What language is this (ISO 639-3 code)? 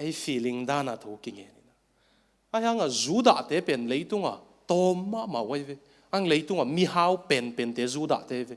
ctd